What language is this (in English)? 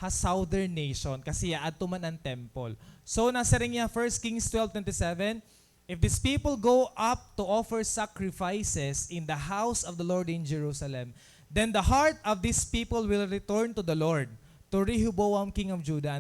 Waray